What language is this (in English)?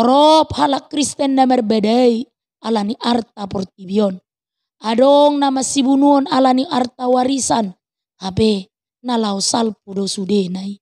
Batak Toba